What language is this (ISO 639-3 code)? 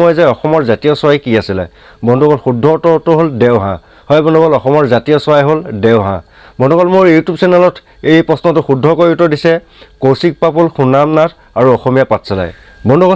asm